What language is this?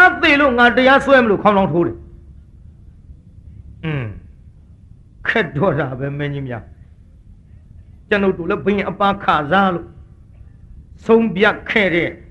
Burmese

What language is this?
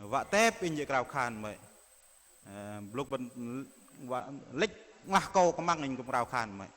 Bahnar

